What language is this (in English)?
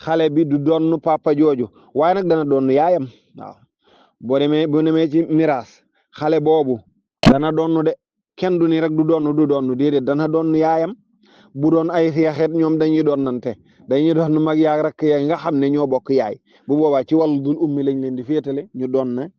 Wolof